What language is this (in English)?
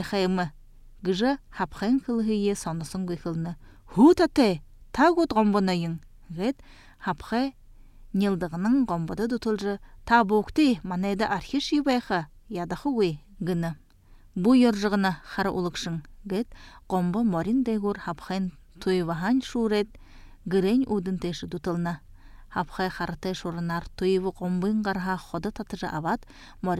Buriat